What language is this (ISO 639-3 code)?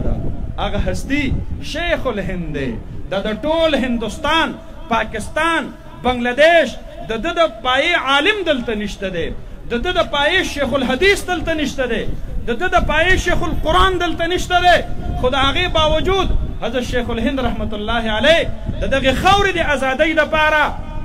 pus